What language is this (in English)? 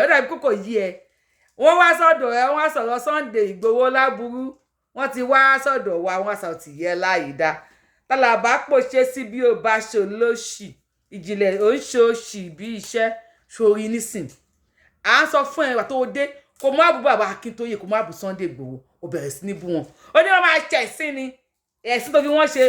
Yoruba